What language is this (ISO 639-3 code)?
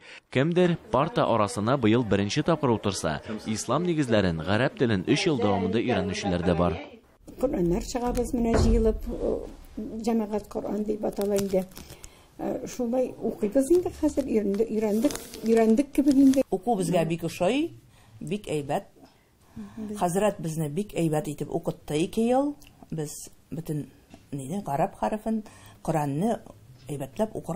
tat